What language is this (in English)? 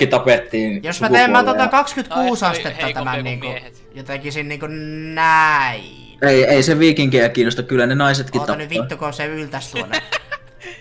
Finnish